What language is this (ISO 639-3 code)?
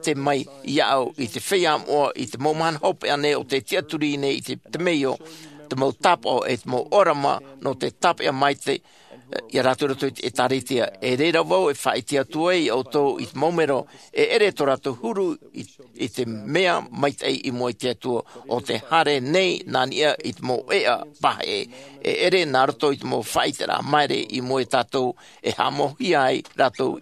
tah